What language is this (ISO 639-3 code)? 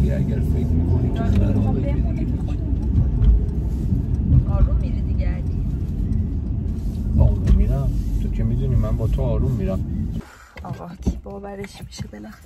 fas